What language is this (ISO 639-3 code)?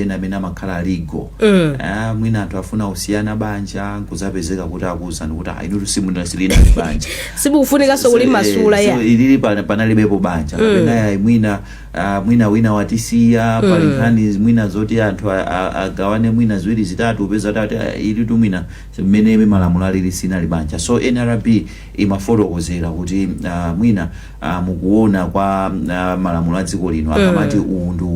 nya